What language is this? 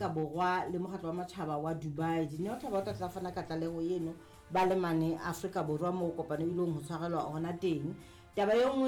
Southern Sotho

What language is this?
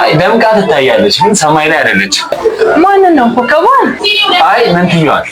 Amharic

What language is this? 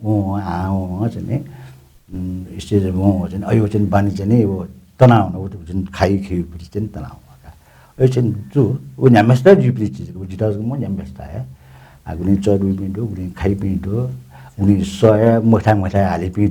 Newari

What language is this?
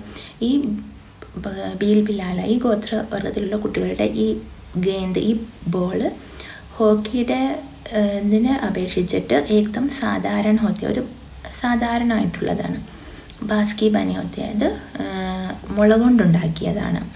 Malayalam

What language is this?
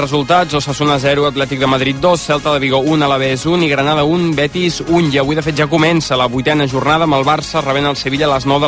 Catalan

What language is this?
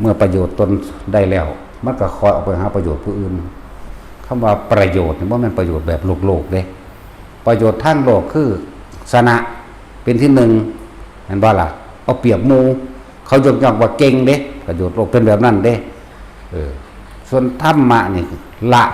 Northeastern Thai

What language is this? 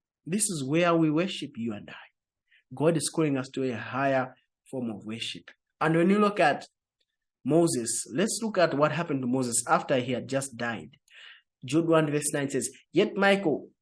English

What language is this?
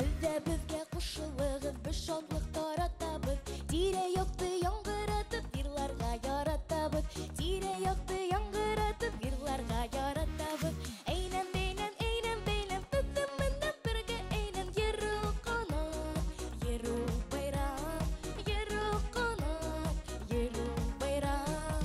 Bashkir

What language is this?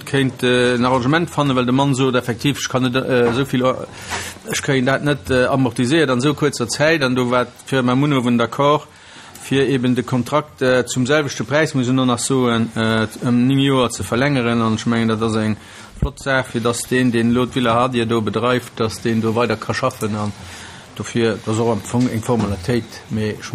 Luxembourgish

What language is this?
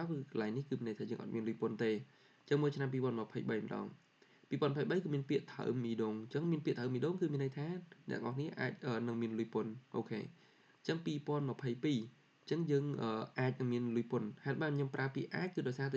Khmer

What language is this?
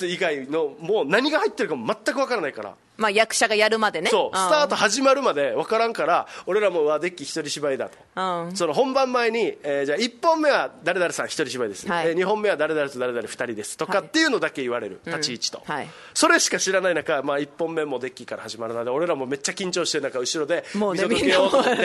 Japanese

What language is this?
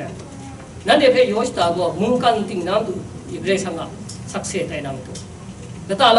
Kachin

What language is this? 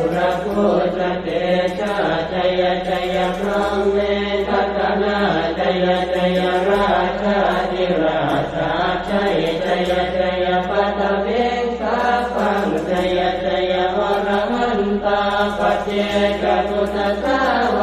Pali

